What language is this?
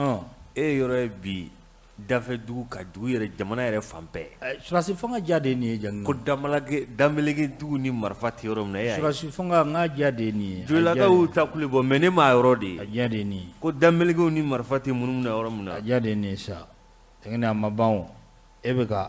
Bambara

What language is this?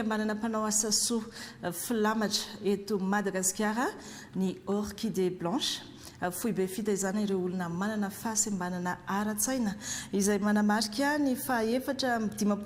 Malagasy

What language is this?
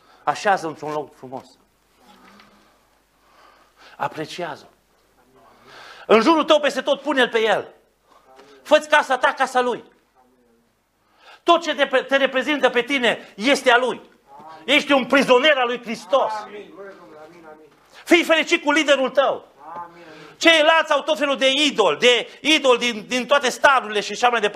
Romanian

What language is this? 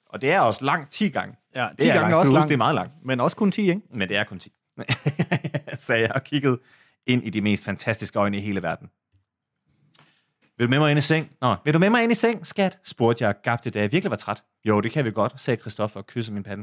Danish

